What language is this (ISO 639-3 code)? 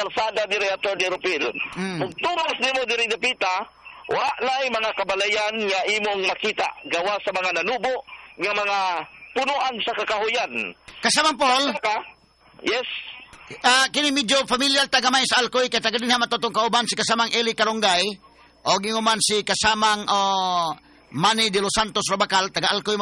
ceb